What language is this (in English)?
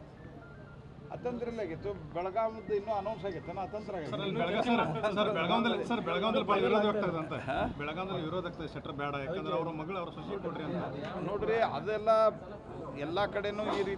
Kannada